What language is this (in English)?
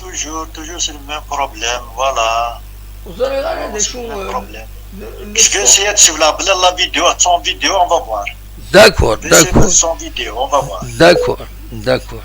Kabyle